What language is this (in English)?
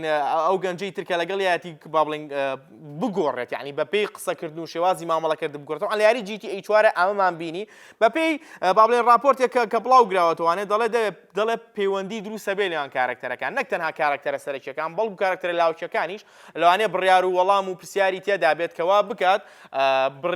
Central Kurdish